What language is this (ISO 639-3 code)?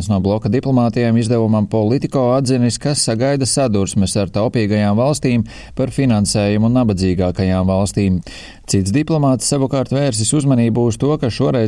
lav